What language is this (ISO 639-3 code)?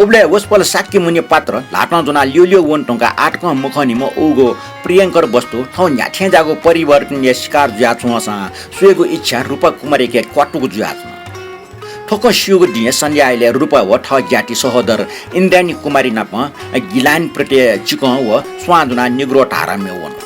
new